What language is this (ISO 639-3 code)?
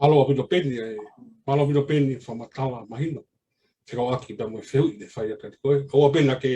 ton